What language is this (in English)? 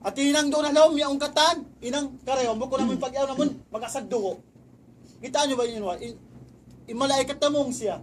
Tausug